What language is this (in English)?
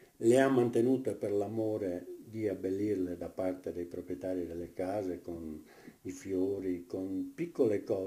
Italian